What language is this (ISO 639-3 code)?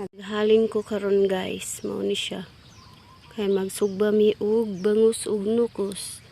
ceb